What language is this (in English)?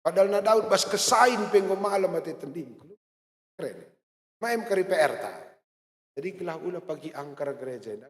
Batak Karo